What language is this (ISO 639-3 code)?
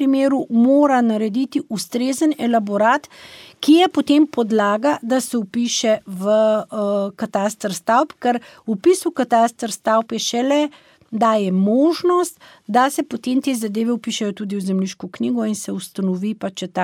slv